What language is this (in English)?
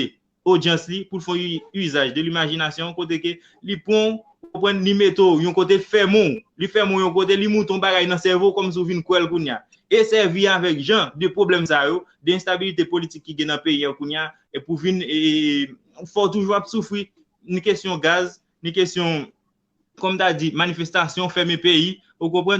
Haitian Creole